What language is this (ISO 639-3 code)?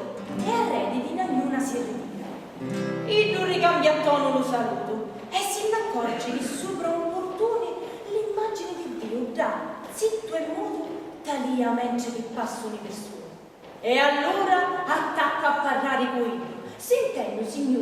scn